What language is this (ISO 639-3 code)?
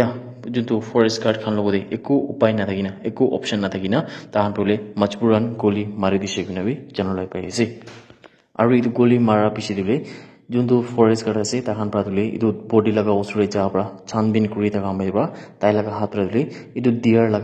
nag